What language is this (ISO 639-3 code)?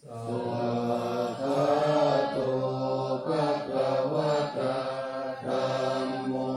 pli